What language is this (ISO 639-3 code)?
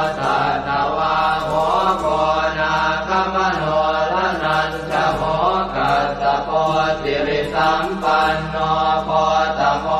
pli